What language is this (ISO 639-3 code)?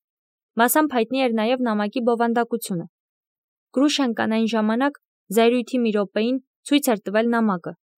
hye